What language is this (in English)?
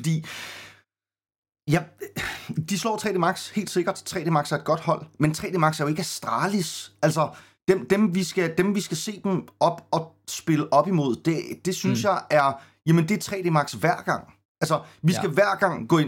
Danish